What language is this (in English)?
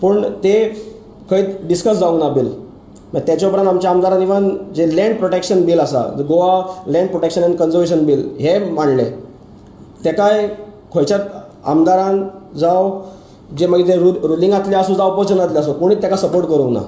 Konkani